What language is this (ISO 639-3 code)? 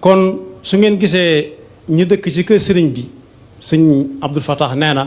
wol